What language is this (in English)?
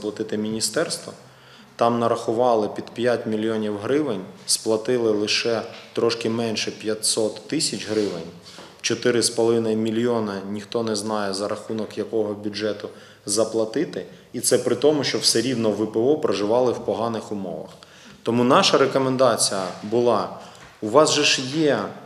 Ukrainian